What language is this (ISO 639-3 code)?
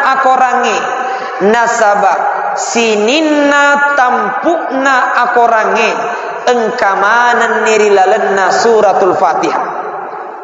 bug